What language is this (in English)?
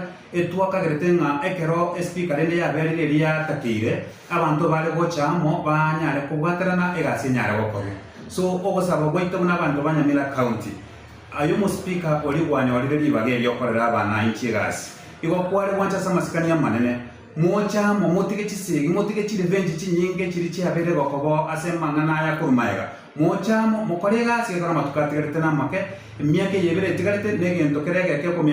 Gusii